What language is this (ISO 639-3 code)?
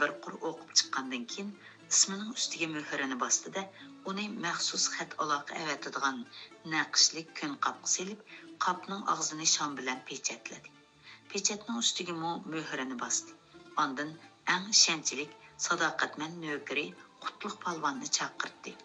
uig